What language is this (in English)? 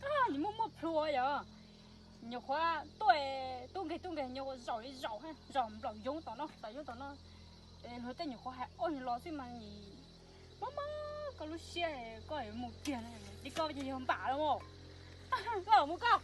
Hmong